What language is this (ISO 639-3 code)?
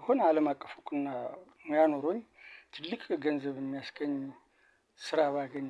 amh